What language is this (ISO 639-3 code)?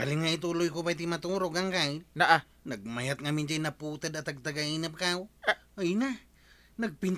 ilo